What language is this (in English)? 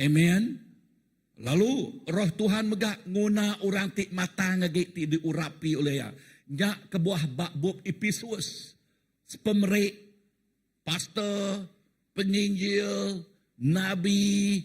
Iban